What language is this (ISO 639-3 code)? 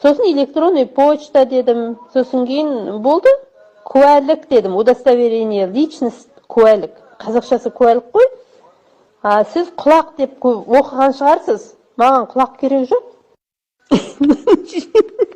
kaz